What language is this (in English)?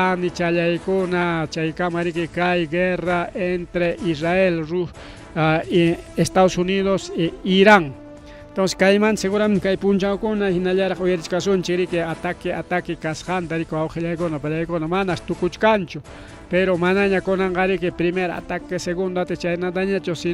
Ayacucho Quechua